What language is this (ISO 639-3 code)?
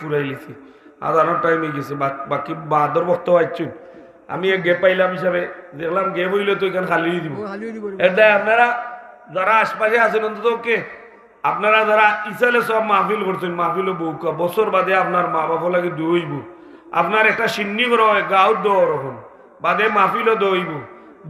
syl